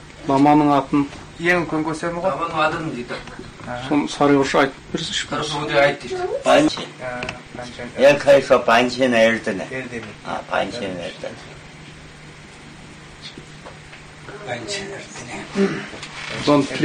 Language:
Kazakh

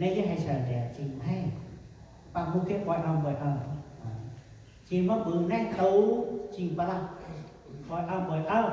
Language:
Central Mnong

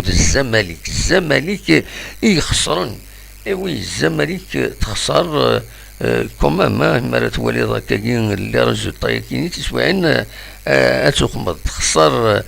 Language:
Kabyle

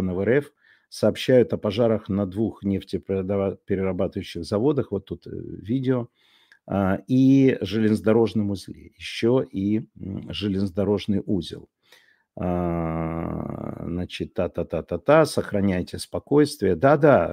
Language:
Russian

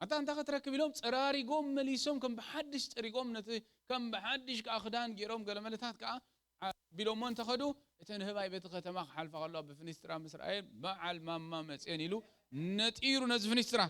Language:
Tigrinya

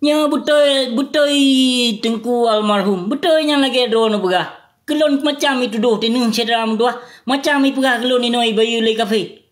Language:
Achinese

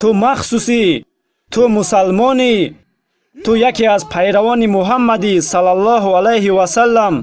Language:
Tajik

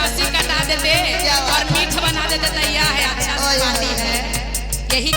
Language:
Magahi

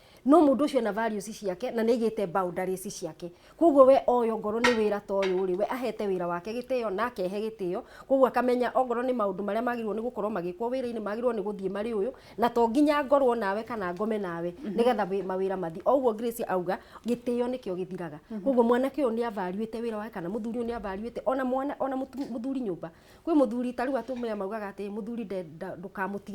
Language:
Kikuyu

